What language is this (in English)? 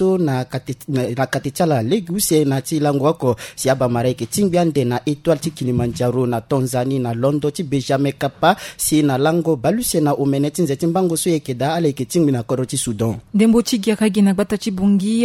Sango